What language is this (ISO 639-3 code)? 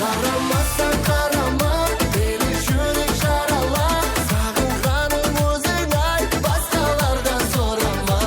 kaa